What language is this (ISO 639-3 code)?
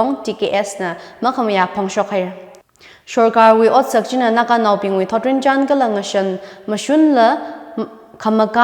nmf